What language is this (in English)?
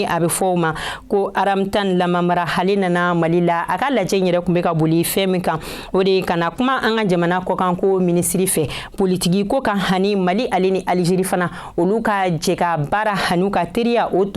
Bambara